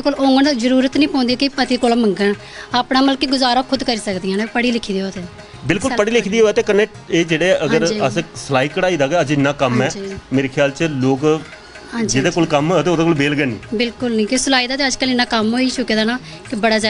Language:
Dogri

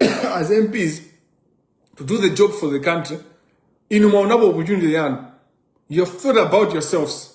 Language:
Nyanja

